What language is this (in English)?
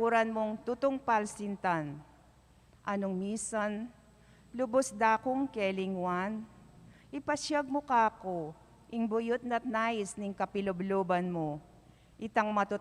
Pampanga